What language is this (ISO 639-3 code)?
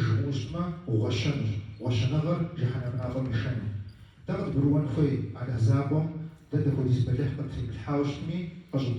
kbd